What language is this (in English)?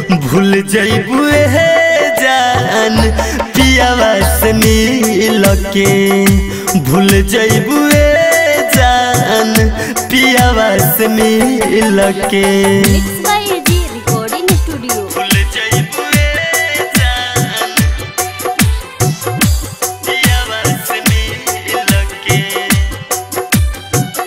Bhojpuri